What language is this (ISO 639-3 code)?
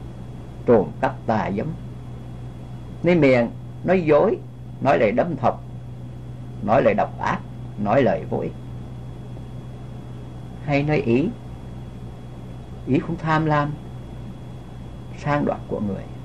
vie